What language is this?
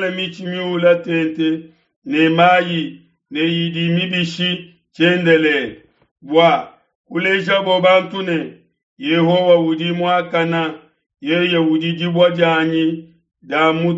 Luba-Lulua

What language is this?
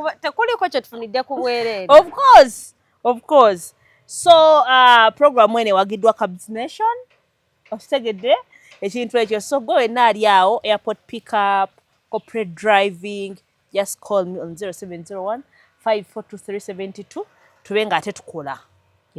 Ganda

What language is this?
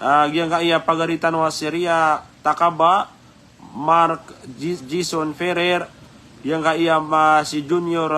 Maranao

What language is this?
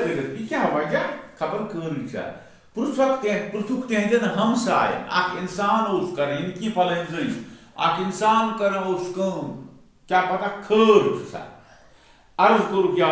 Kashmiri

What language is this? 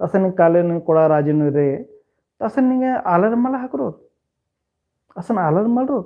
Kurukh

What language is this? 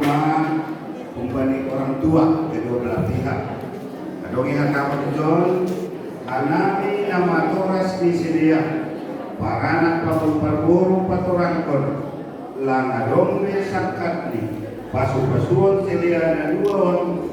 Batak Simalungun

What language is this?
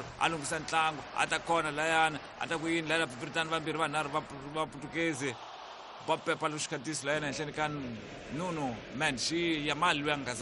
Tsonga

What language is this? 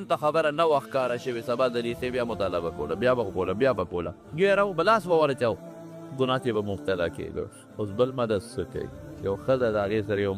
Pashto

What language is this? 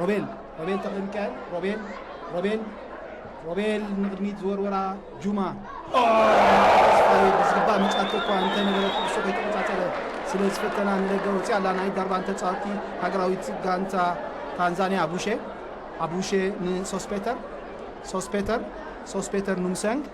Tigrinya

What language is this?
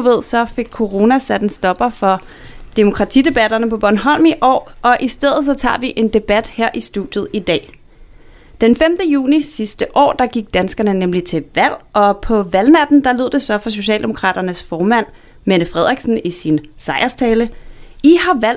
Danish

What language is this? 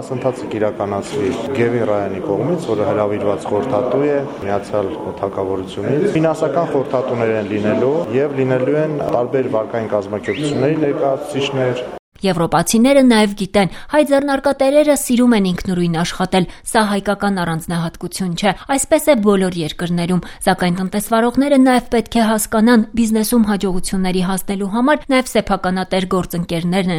Armenian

